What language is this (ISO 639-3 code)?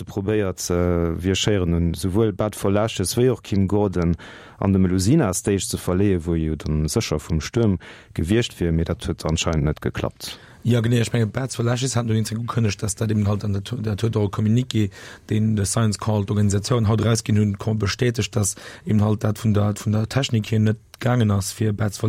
ltz